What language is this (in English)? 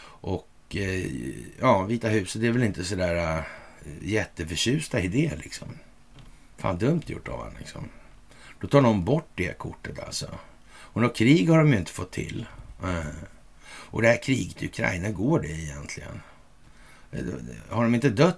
Swedish